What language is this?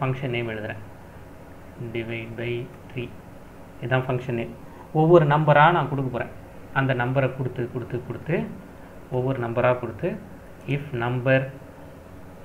Tamil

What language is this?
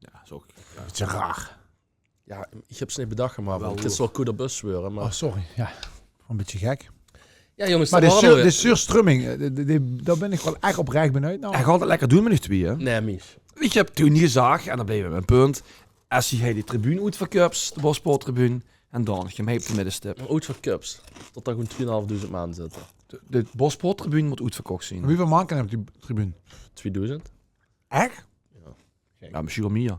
Limburgish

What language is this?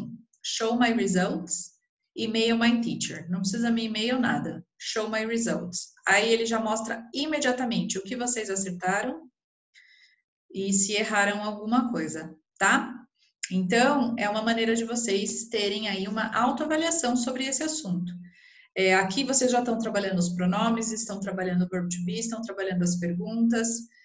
Portuguese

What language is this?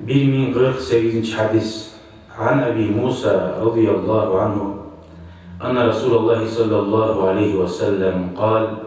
Kumyk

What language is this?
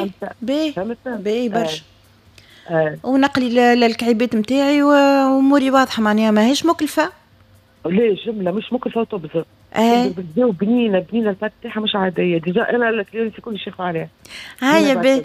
Tunisian Arabic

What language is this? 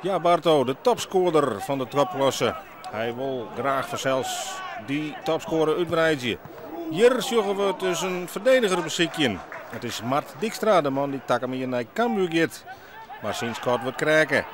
Western Frisian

